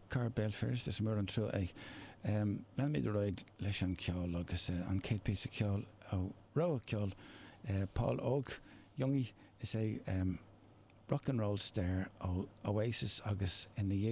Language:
Irish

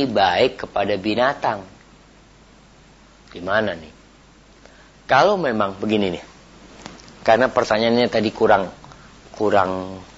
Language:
Indonesian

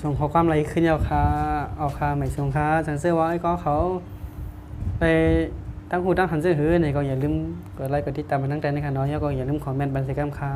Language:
Shan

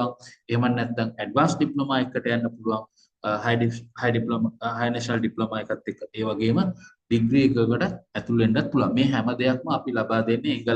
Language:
Sinhala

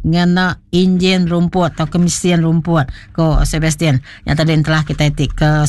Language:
Iban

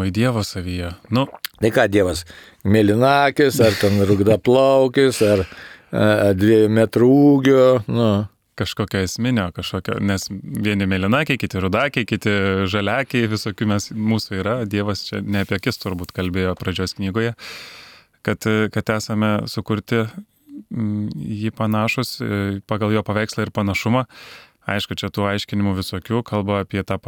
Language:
Lithuanian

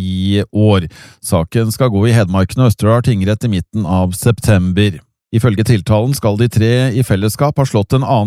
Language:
Norwegian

